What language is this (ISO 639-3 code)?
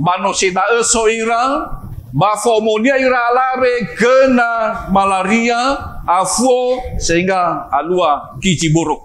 nia